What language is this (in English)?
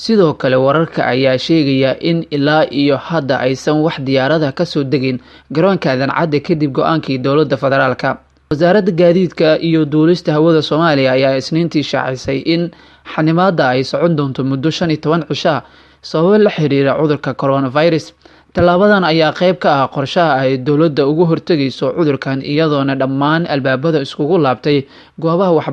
Somali